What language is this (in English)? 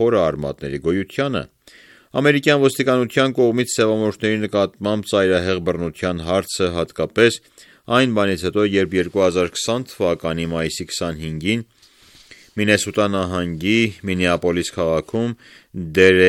Armenian